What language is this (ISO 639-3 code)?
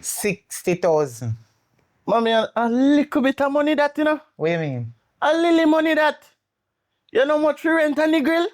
jam